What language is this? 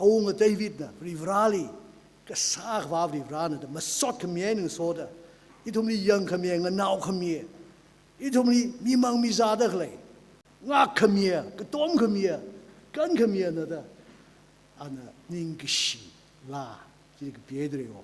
Tangkhul Naga (India)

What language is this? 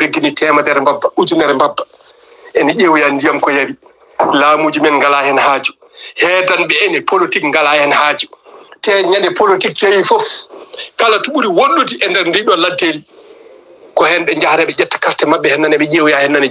Fula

